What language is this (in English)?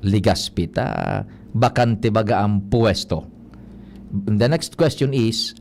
Bikol